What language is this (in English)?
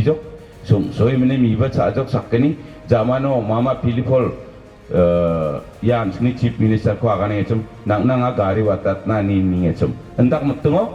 Garo